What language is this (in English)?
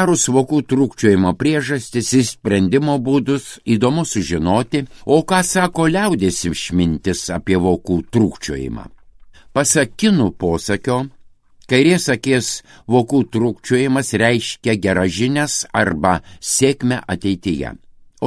Lithuanian